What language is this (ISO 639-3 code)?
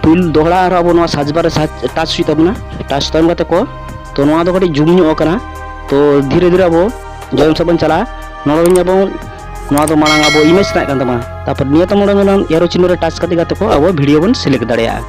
sat